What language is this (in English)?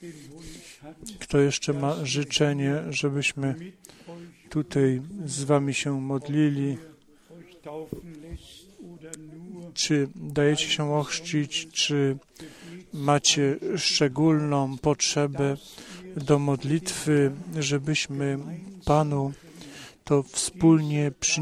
Polish